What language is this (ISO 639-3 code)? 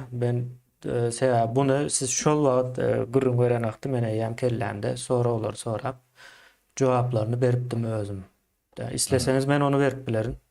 tuk